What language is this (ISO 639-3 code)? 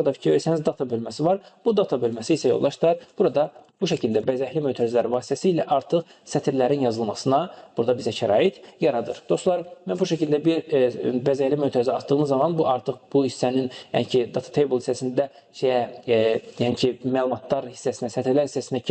aze